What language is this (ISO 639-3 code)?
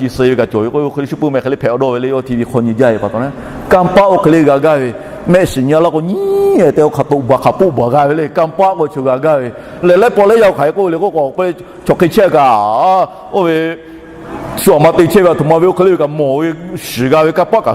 lhu